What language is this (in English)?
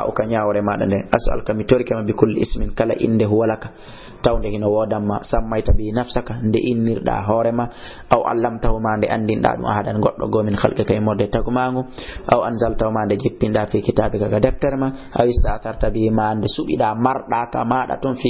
Fula